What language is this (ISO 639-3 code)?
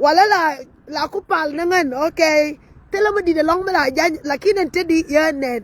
nus